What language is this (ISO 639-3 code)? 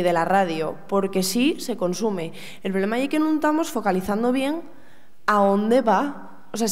ast